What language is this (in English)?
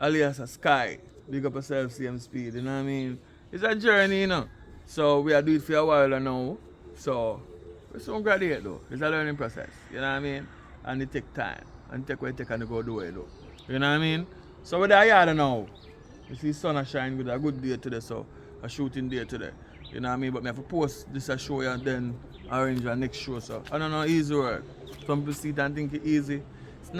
Jamaican Creole English